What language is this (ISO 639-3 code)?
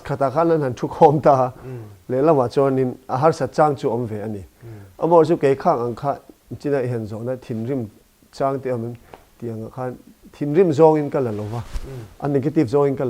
lus